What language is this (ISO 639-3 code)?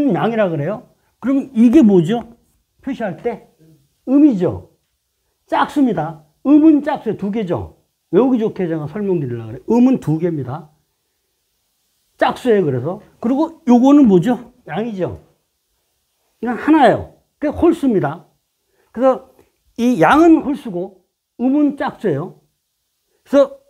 kor